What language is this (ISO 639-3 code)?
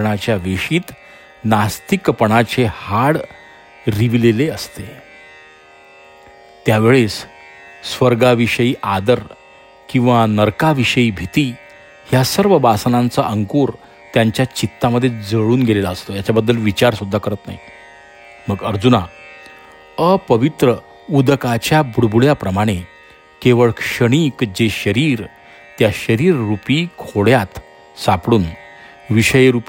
mar